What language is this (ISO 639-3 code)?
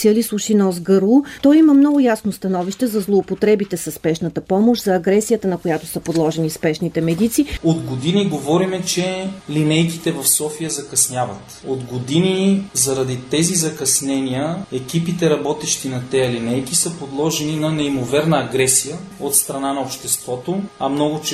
bul